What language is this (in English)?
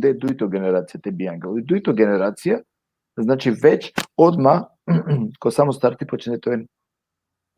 Balkan Romani